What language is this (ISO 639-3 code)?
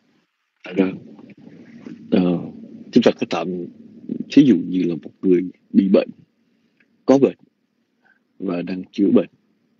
vie